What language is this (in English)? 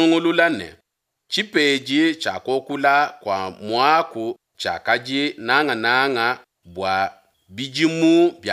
Luba-Lulua